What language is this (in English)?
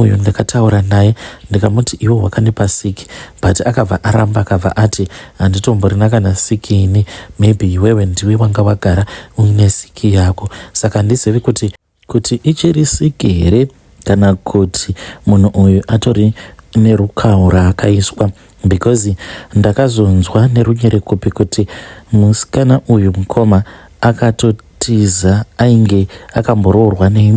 Shona